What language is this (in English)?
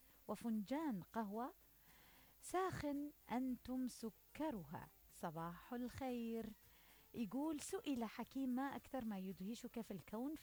Mesopotamian Arabic